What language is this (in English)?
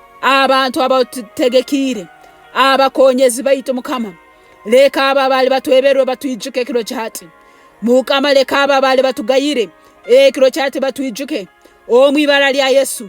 Nyoro